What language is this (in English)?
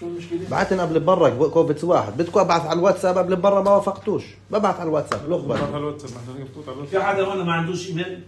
North Levantine Arabic